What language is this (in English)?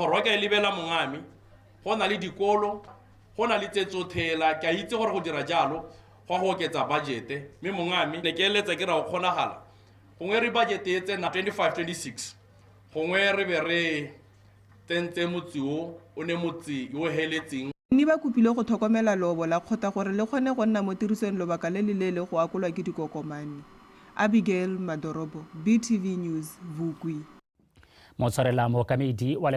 Tswana